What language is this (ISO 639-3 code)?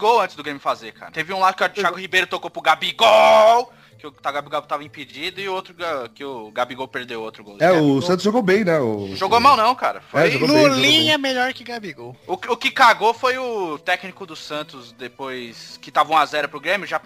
por